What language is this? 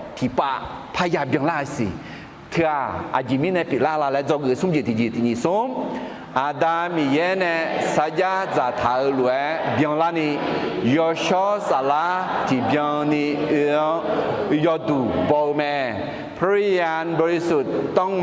Akha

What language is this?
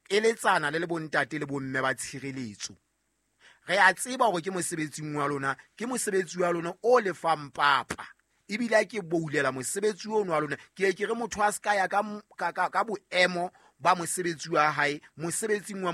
Southern Sotho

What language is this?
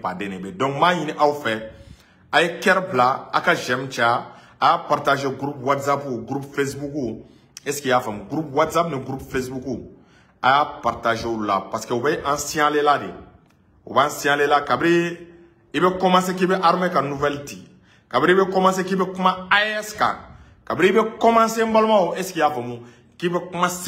Bambara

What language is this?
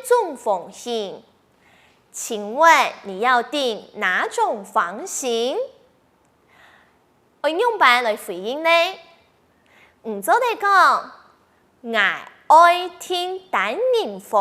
Hakka Chinese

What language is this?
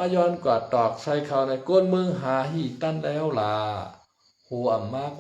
Shan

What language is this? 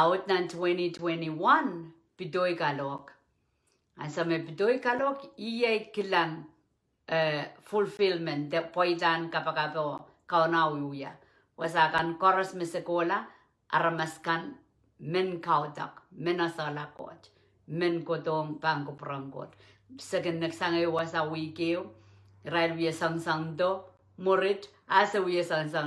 Pohnpeian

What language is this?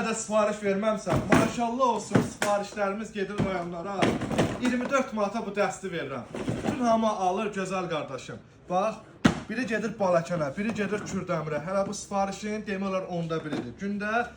Azerbaijani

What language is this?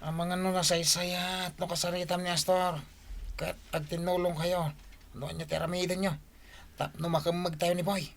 Iloko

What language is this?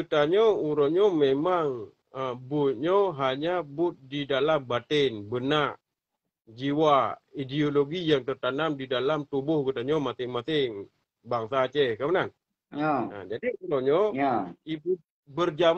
Achinese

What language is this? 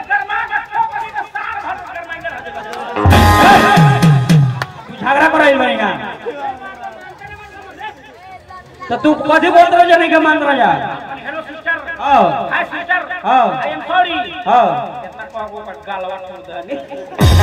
Bhojpuri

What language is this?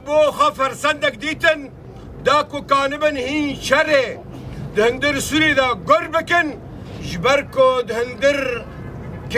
Kurdish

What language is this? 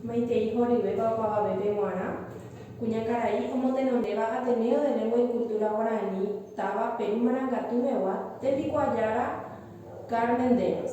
Guarani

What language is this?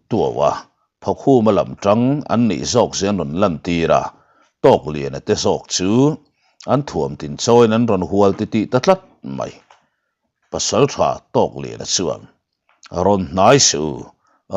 Mizo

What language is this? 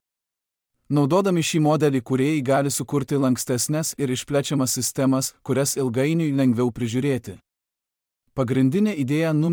Lithuanian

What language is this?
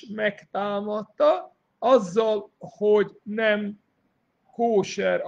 Hungarian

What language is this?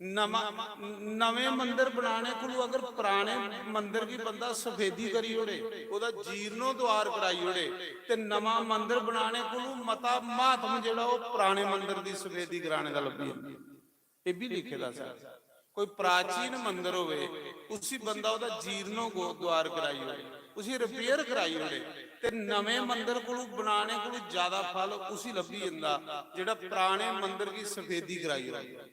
Dogri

